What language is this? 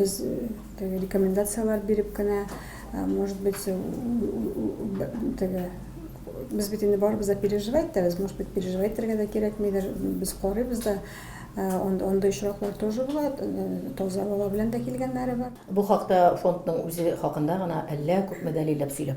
Tatar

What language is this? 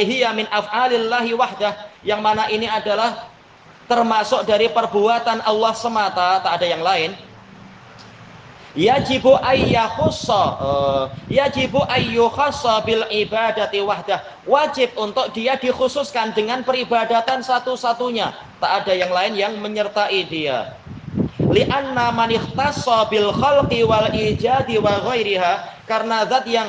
Indonesian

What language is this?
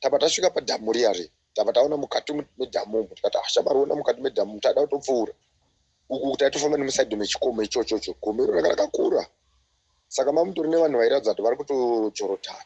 Shona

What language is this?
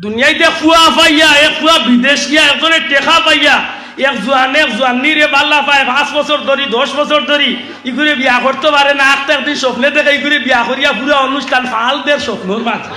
Sylheti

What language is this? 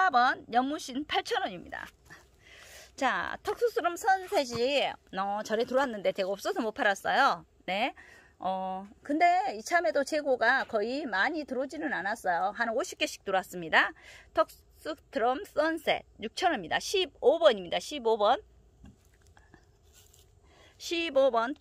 Korean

